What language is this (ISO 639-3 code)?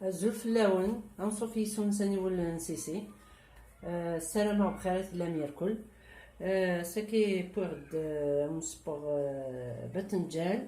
kab